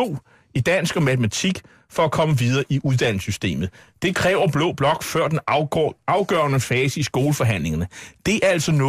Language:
Danish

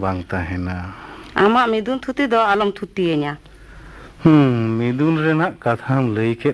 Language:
Santali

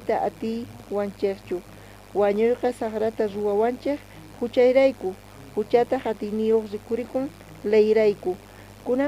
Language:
South Bolivian Quechua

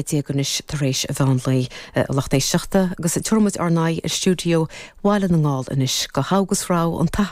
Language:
Irish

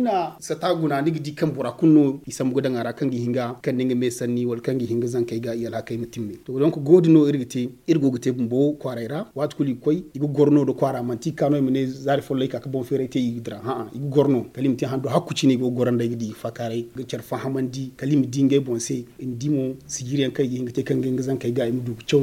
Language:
Zarma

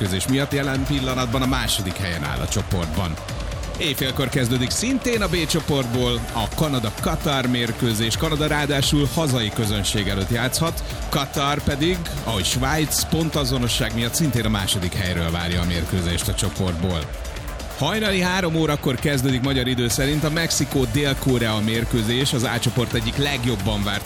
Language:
Hungarian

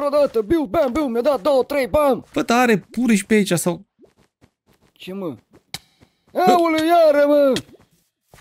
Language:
Romanian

